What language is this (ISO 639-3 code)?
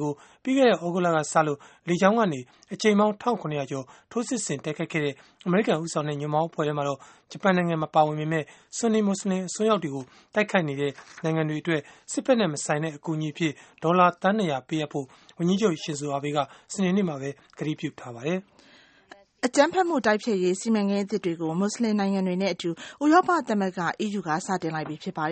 mya